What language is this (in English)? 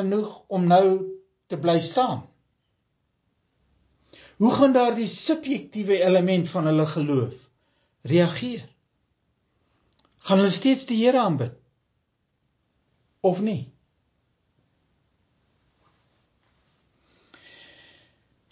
Afrikaans